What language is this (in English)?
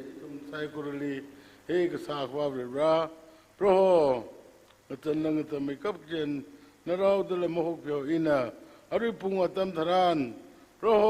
Tangkhul Naga (India)